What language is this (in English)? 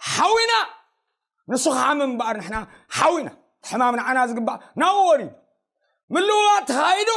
Tigrinya